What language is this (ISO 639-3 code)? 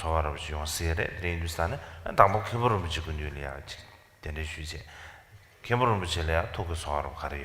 bod